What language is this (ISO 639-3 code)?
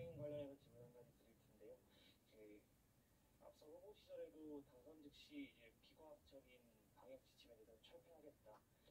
kor